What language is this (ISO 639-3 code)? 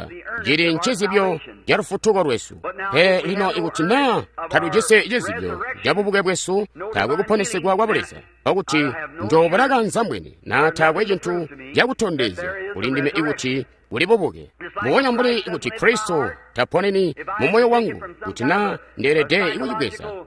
toi